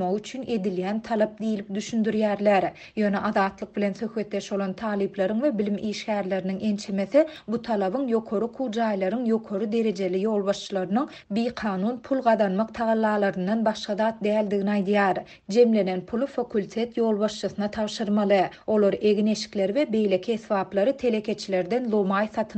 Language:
Turkmen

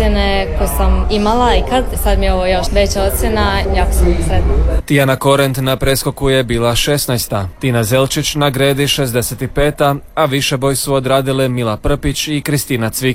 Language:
Croatian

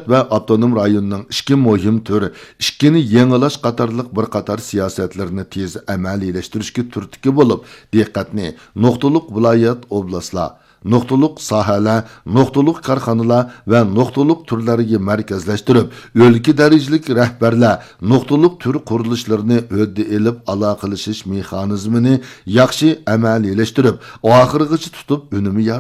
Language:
Uyghur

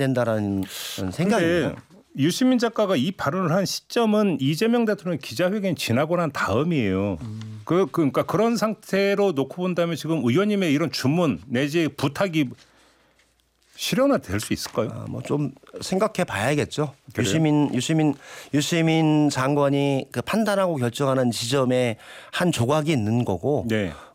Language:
Korean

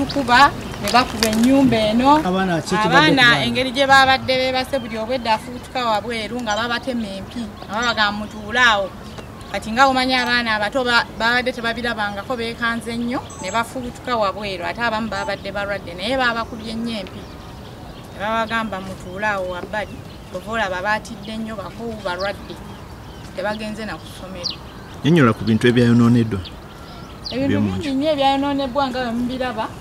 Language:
Ganda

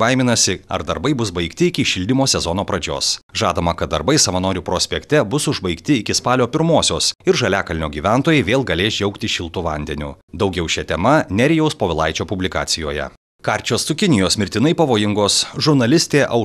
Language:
Lithuanian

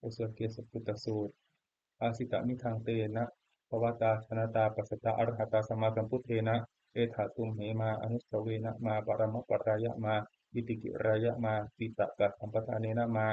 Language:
Pali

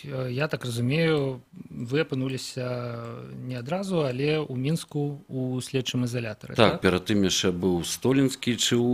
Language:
Belarusian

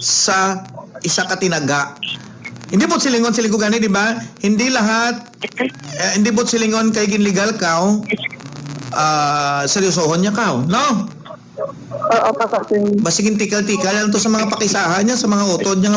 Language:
Hiligaynon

